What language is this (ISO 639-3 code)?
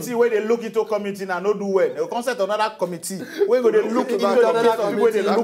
pcm